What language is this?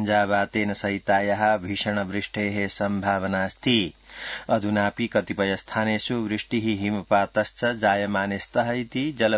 Sanskrit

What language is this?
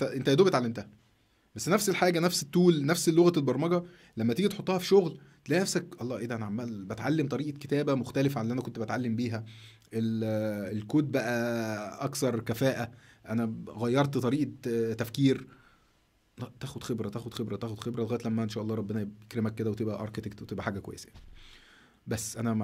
Egyptian Arabic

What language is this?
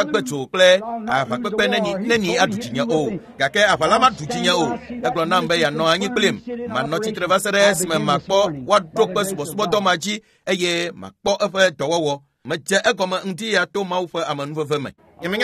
Ewe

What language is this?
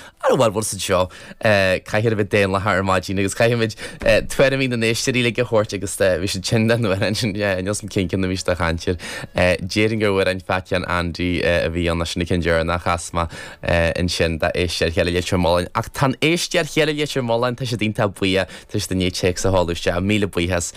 Irish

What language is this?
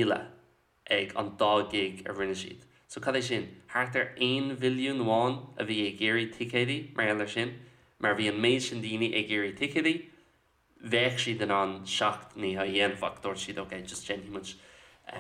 Irish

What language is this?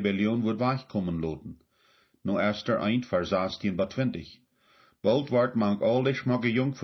Plautdietsch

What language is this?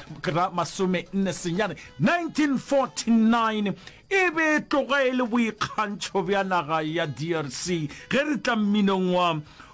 Northern Sotho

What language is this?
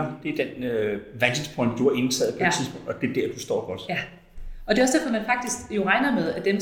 Danish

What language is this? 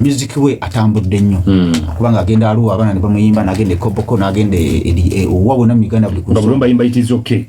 Ganda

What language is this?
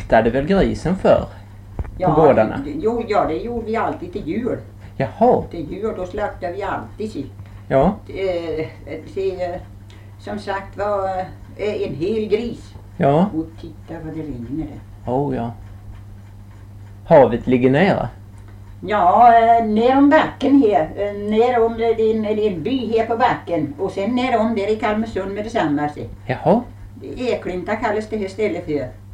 Swedish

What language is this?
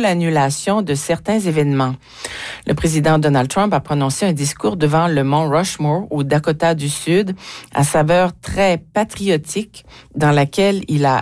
French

